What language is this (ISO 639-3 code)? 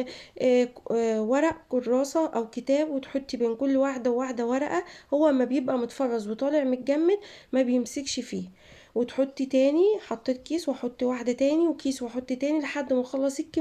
arz